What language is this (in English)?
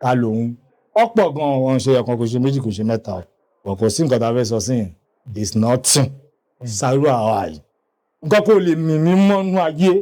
Yoruba